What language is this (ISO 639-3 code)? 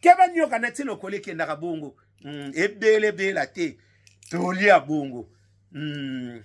lin